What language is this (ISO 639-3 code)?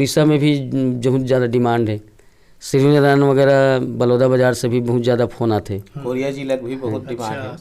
hne